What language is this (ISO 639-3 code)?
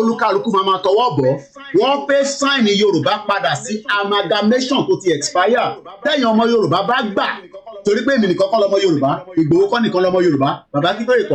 yor